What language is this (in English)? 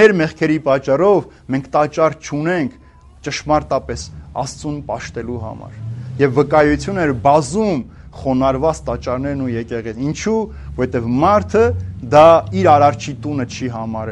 Armenian